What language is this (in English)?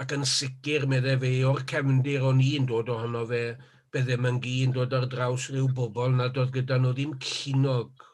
Welsh